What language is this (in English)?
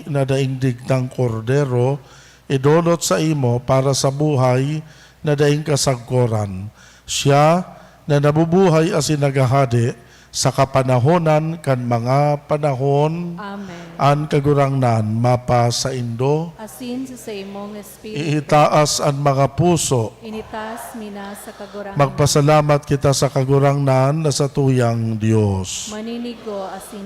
Bikol